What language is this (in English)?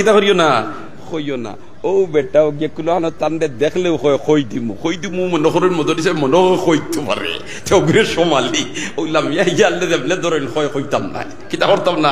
Sylheti